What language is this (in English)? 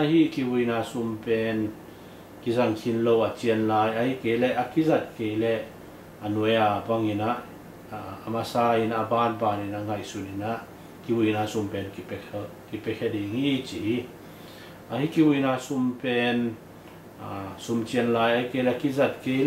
Tedim Chin